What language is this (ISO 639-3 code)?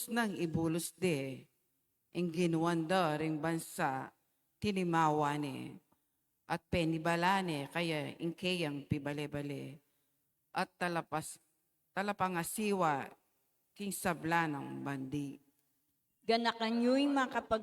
pam